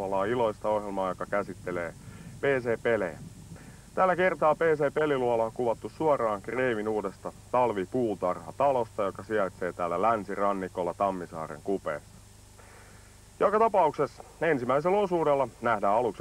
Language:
Finnish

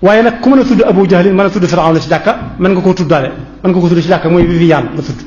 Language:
Wolof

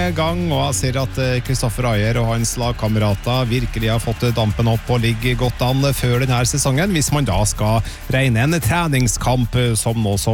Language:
Norwegian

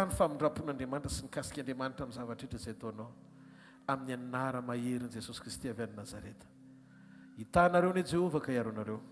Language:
Malagasy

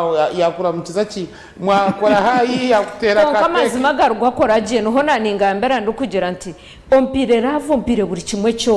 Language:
Nyankole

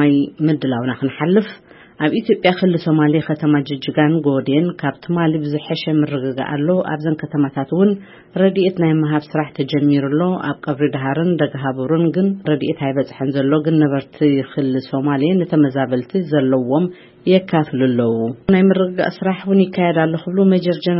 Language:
Tigrinya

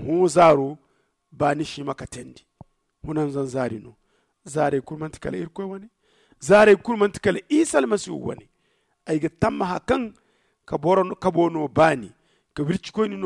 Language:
Zarma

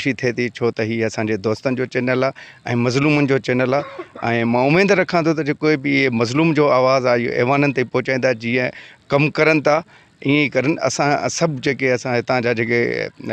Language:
Sindhi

